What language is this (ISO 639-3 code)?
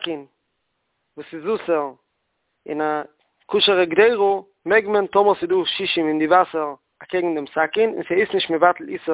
yid